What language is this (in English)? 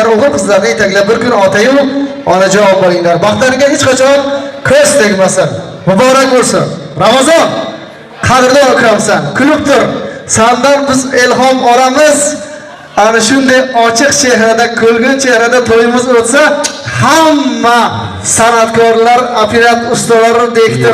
Uzbek